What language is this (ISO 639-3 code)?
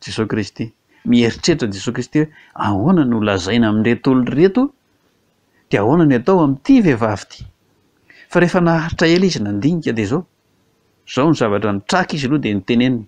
mlg